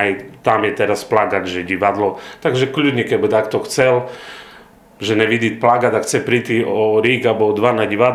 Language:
Rusyn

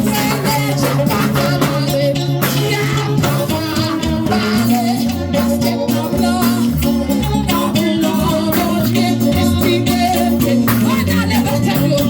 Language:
Haitian Creole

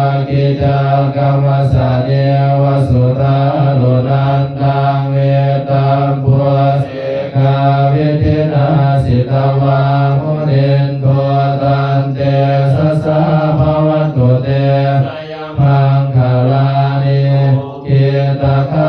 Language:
Pali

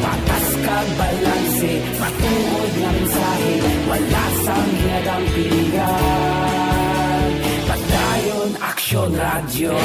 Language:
Hiligaynon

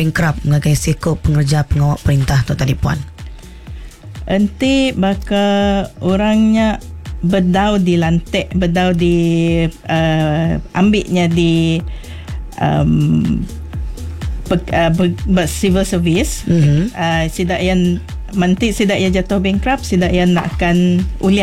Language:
Iban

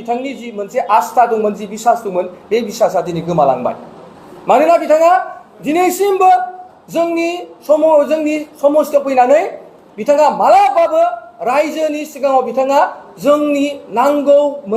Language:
Bodo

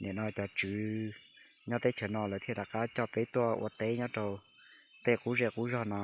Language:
Hmong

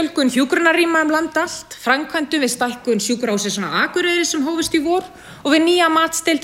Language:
Icelandic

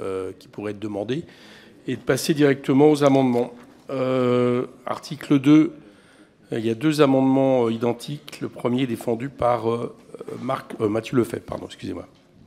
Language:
French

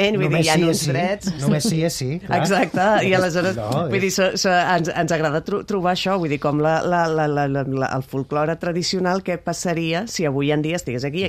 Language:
Catalan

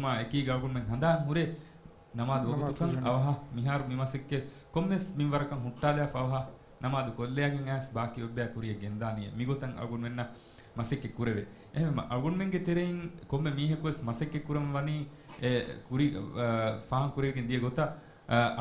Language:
Divehi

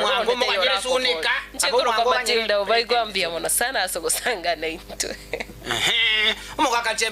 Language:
Gusii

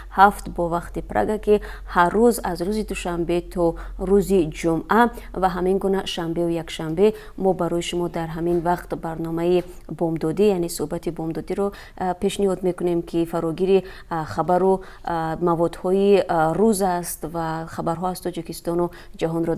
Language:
Tajik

